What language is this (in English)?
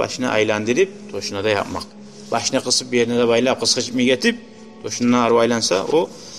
Kumyk